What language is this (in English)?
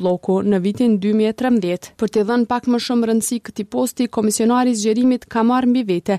Albanian